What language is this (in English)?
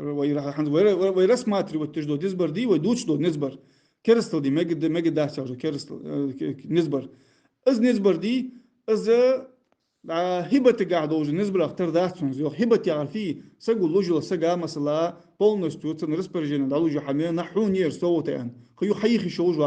Ingush